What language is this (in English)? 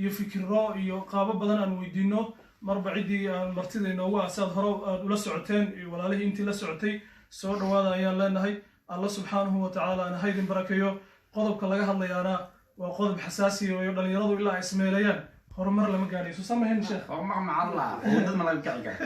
Somali